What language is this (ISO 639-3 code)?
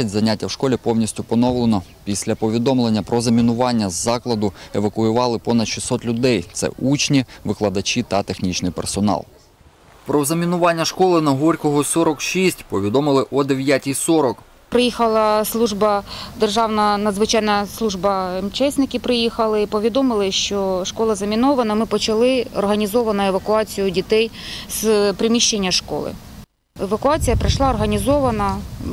ukr